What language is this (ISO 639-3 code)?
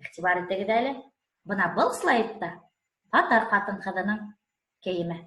bak